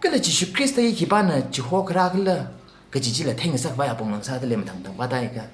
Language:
Tangkhul Naga (India)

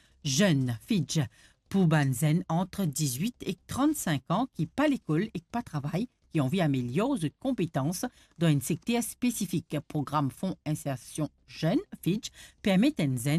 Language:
Morisyen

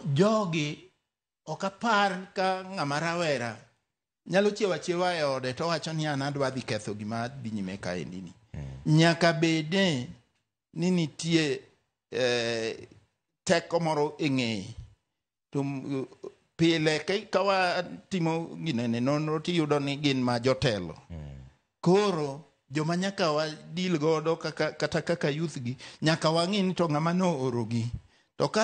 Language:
Luo (Kenya and Tanzania)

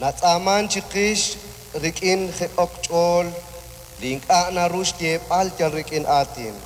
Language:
Kekchí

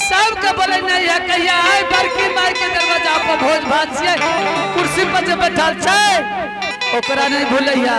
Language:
Angika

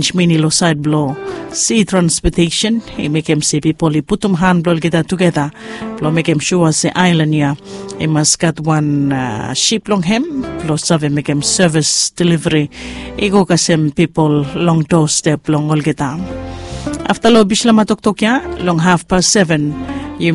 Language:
Bislama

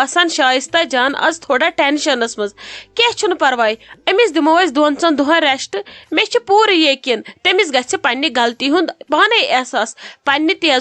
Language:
Kashmiri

